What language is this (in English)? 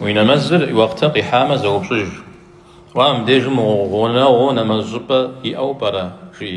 Kabardian